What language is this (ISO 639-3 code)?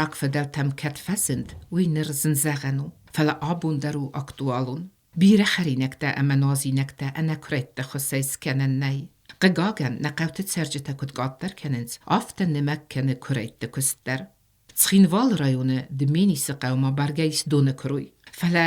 oss